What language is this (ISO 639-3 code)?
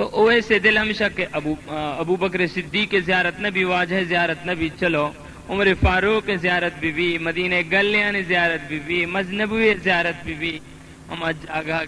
bal